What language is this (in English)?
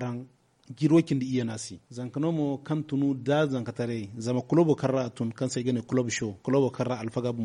Zarma